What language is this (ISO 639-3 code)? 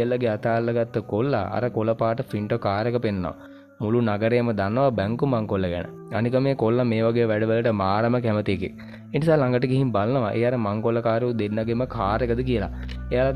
sin